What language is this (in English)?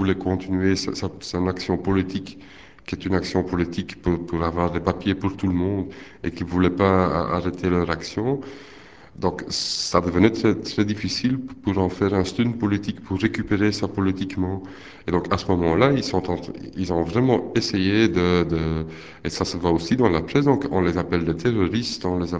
French